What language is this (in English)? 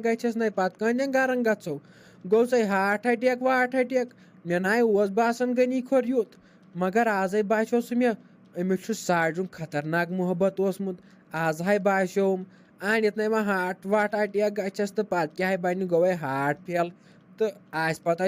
Kashmiri